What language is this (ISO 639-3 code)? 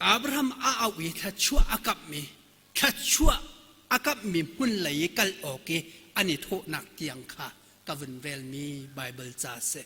cnh